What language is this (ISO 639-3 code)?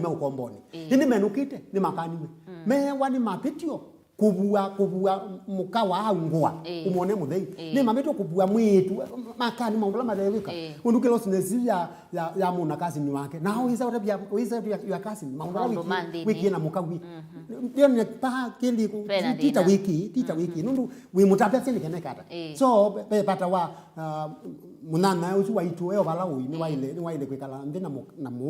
kam